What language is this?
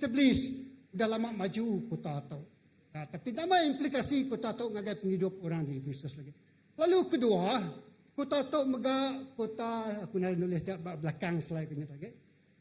Iban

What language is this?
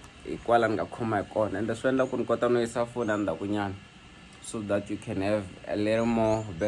Tsonga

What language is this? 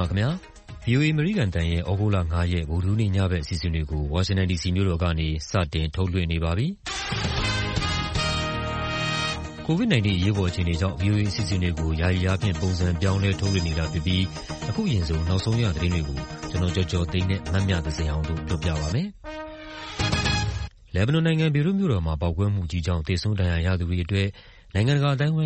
Burmese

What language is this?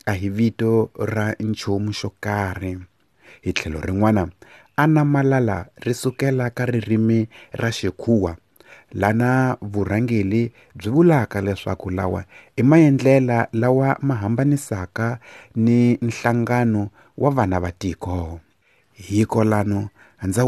Tsonga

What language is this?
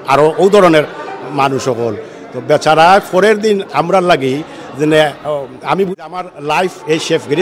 Sylheti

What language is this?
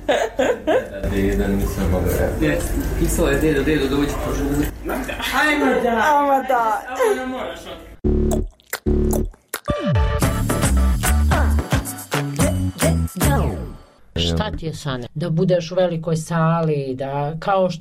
Serbian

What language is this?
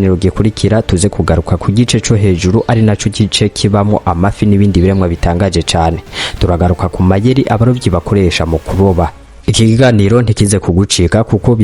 Rundi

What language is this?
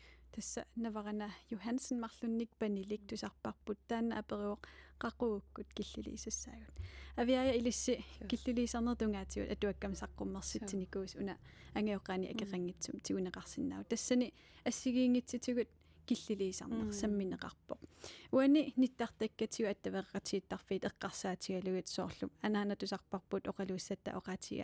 Kalaallisut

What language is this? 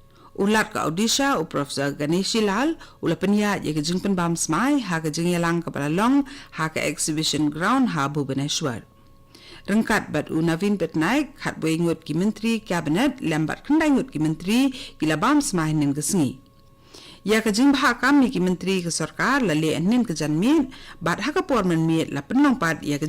Khasi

